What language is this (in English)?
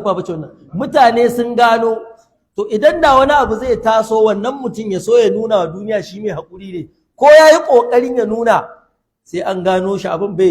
Hausa